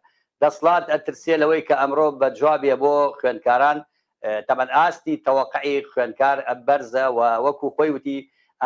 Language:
Central Kurdish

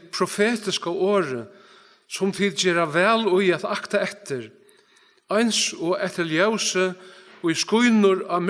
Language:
Faroese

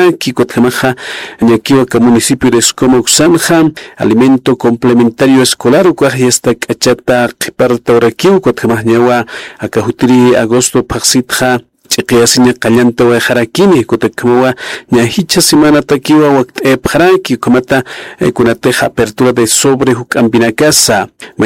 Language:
Aymara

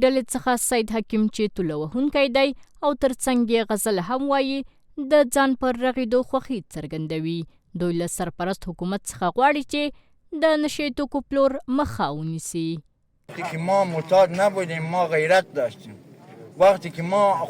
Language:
Pashto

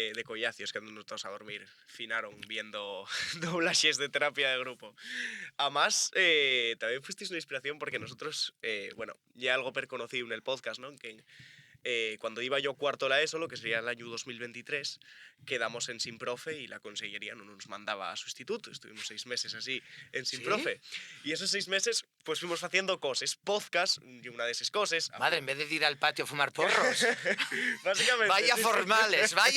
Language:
Asturian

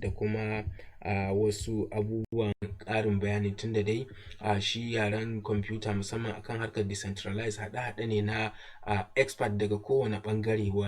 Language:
Hausa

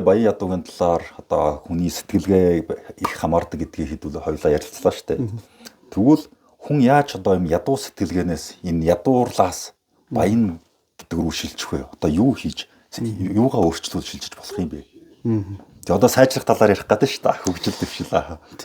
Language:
Mongolian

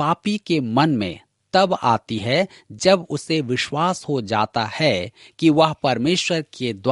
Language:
Hindi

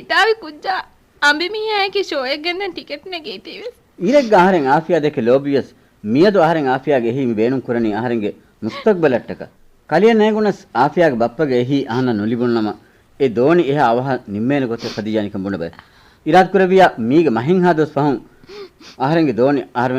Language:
Divehi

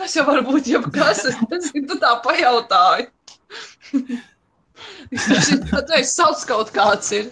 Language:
Latvian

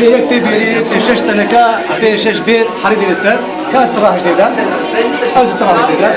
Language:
Kurdish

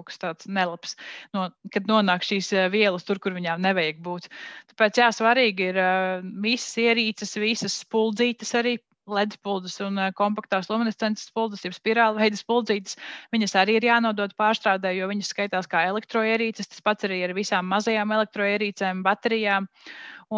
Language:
Latvian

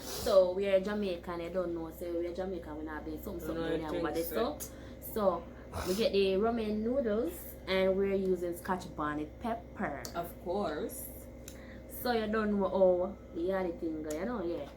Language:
Jamaican Creole English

